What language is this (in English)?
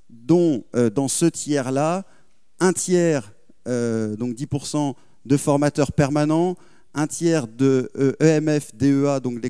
French